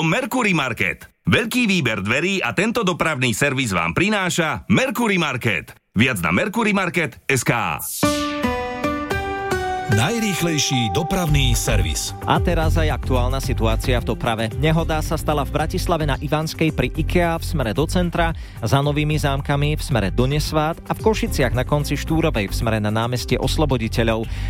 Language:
Slovak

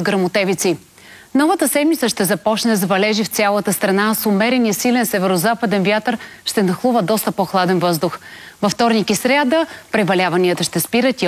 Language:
Bulgarian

